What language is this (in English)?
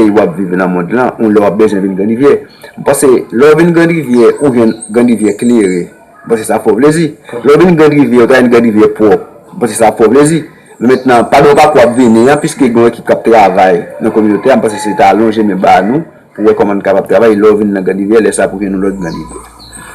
Haitian Creole